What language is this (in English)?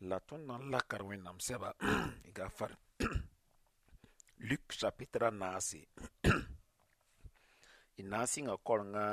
Mossi